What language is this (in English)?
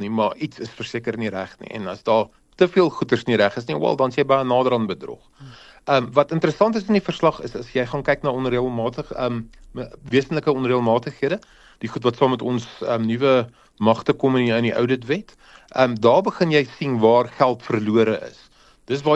Afrikaans